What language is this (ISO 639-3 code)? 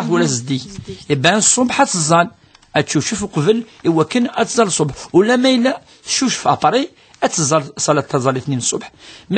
kab